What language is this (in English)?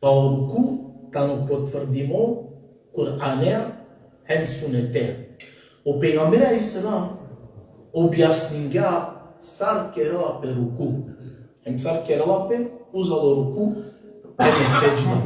Balkan Romani